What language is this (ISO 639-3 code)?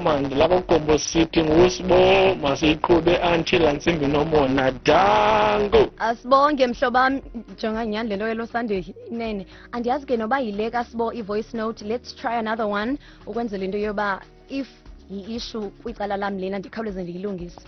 xho